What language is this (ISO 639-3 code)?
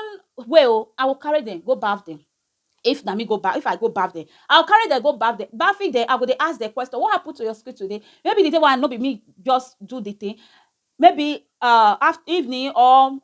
pcm